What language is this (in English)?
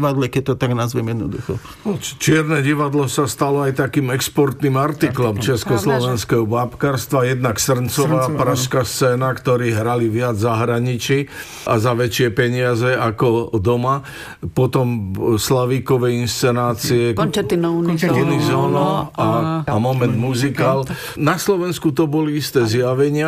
Slovak